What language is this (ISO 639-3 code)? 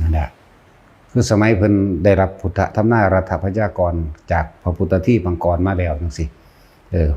lao